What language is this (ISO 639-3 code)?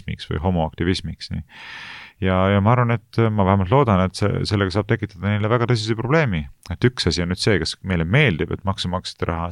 est